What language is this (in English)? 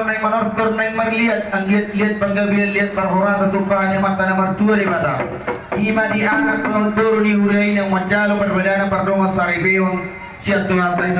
Batak Toba